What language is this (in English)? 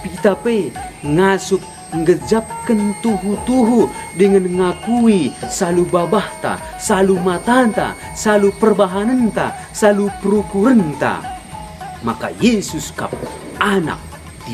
Batak Karo